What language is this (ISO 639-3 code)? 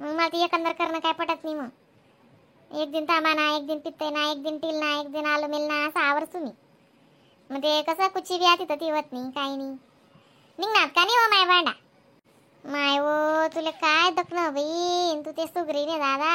khn